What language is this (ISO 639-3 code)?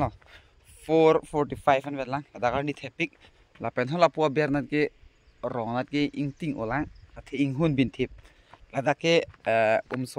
mjw